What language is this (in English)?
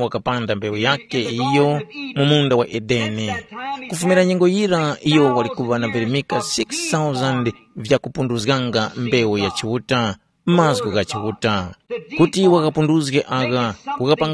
Tumbuka